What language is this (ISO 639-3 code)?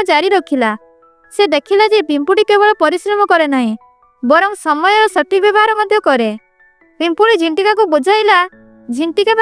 ori